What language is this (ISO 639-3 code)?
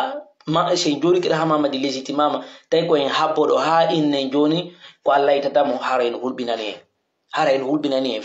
fuf